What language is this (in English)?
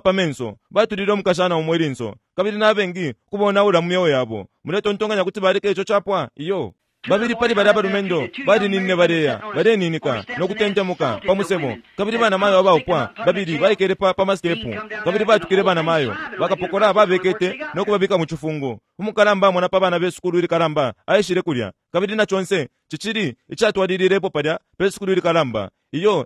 Bemba